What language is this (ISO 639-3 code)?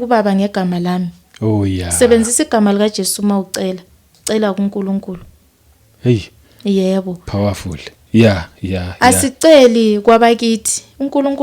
zul